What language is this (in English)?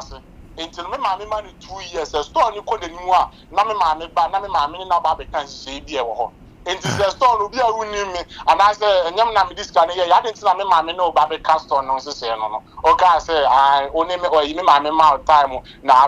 Akan